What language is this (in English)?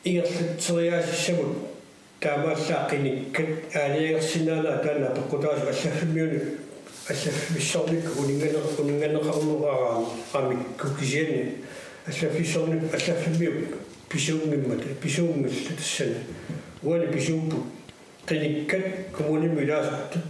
Kalaallisut